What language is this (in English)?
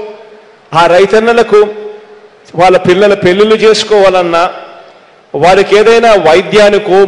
Telugu